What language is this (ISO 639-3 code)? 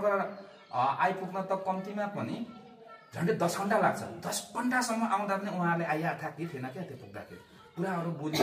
nep